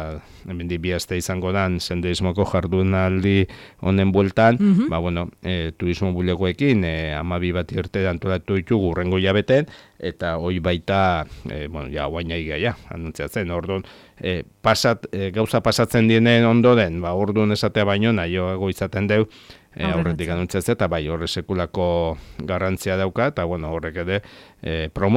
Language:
Basque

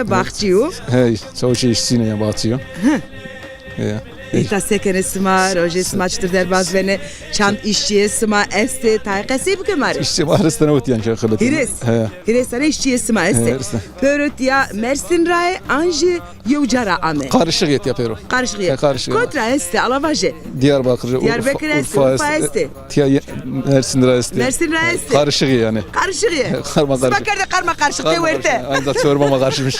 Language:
Zaza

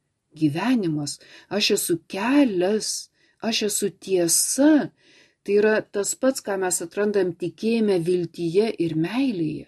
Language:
Lithuanian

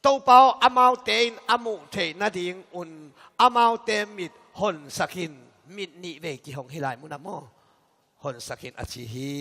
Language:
Tedim Chin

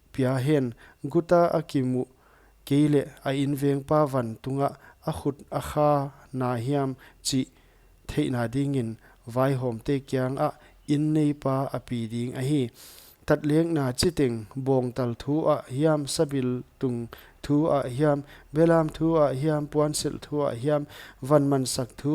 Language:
Paite Chin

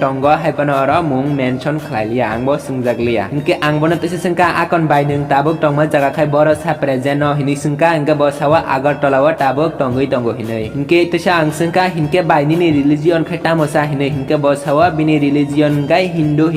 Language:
Kok Borok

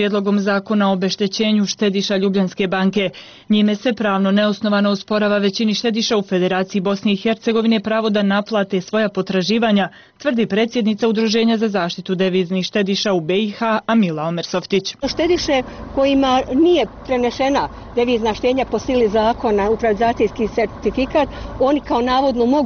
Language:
Bosnian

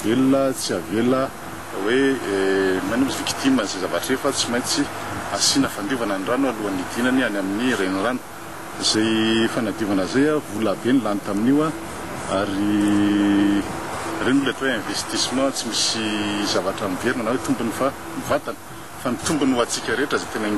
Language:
Malagasy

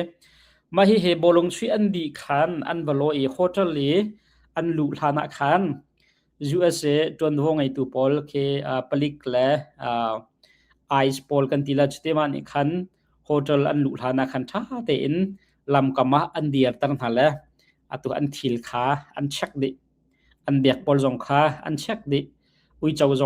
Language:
Hakha Chin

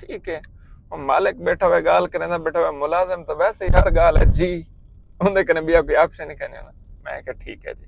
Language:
Saraiki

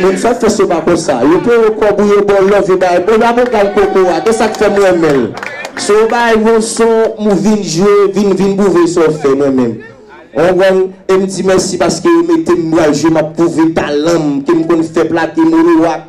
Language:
Haitian Creole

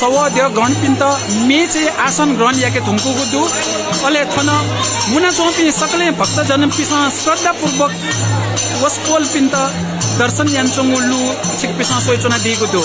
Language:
Newari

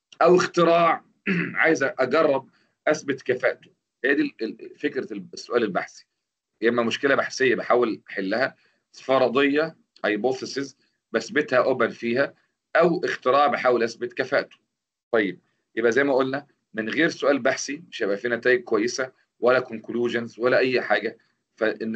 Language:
Egyptian Arabic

